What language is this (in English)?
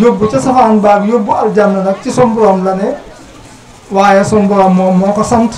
Wolof